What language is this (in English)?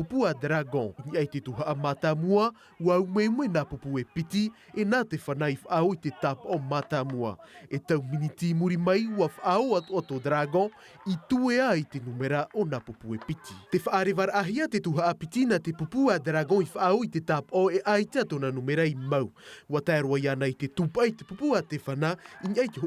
Tahitian